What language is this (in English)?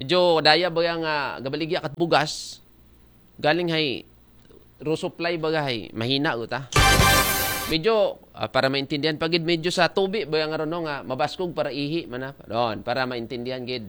Aklanon